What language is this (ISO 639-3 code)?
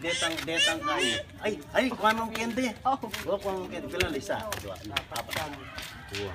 pam